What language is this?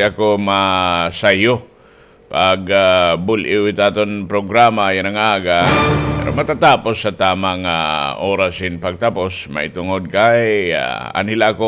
Waray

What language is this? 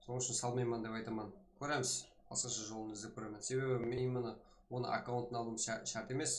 Kara-Kalpak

